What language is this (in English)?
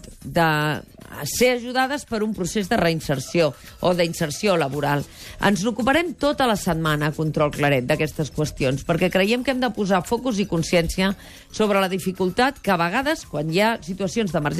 Catalan